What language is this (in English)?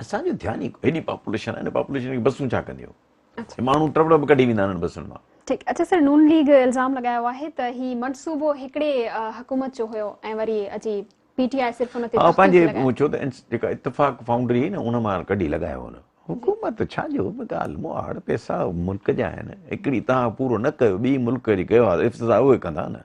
Sindhi